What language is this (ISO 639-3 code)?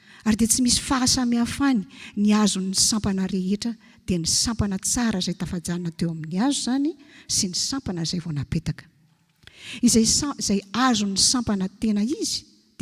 mlg